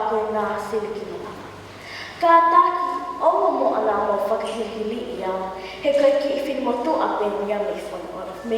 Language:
Tongan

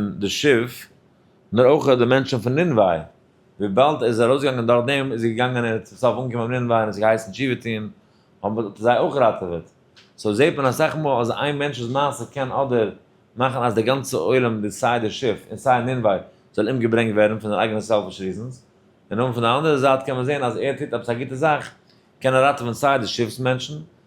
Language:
Yiddish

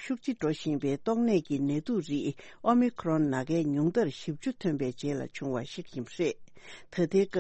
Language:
Tibetan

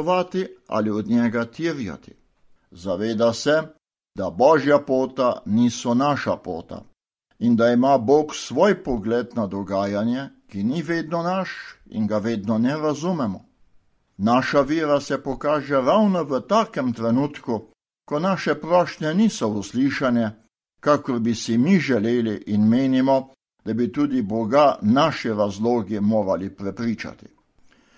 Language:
Slovenian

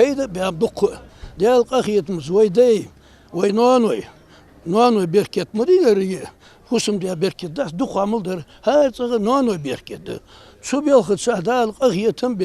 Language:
Ingush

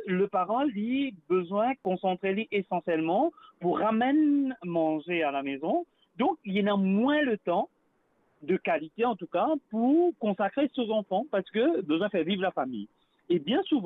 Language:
Morisyen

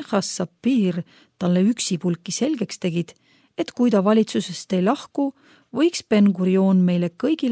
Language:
Estonian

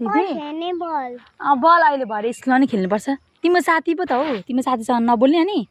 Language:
Nepali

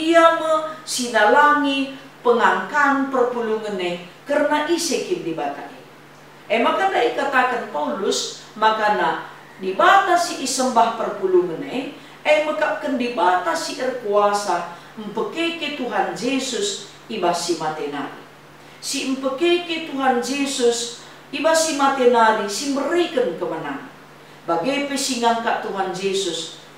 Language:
Batak Karo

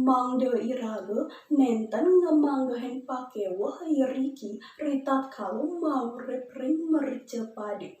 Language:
Balinese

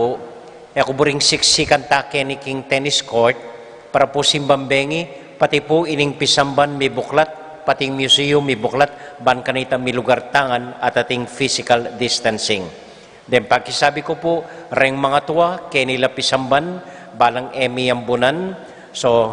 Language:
Pampanga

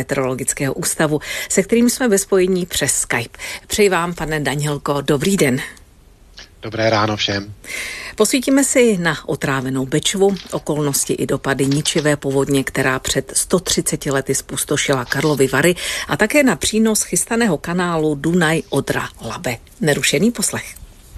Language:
Czech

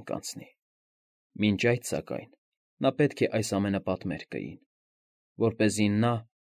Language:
Armenian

